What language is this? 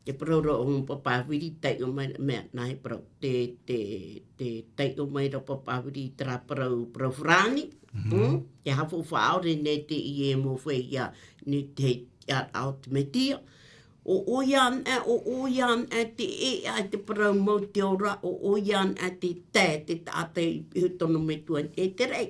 Tahitian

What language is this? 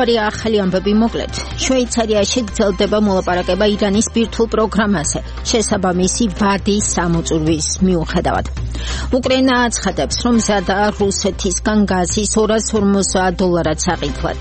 Georgian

